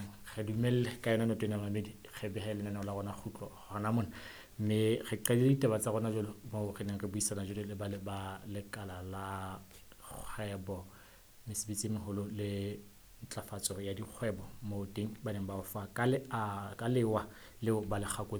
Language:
Southern Sotho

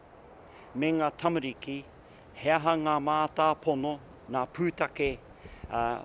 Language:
Māori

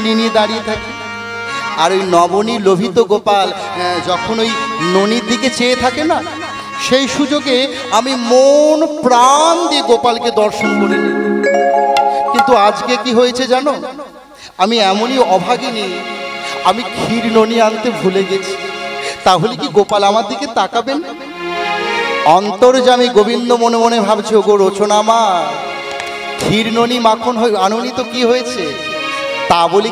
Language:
Bangla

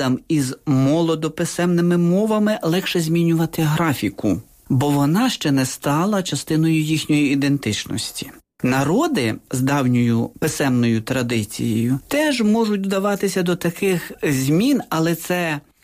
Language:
Ukrainian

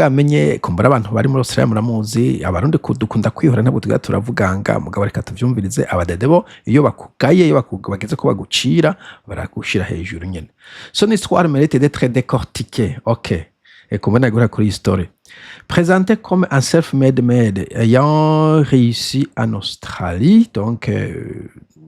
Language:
Rundi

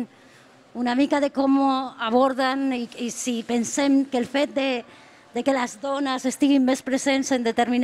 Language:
Catalan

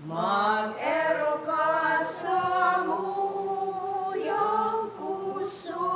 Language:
Bikol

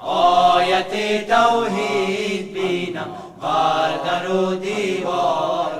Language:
Persian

